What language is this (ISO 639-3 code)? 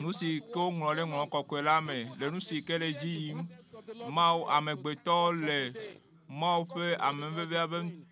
ewe